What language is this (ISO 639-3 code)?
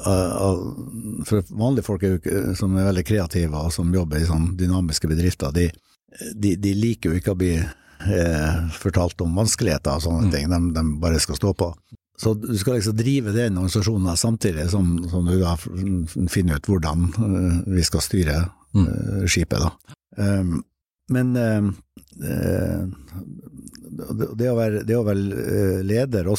nor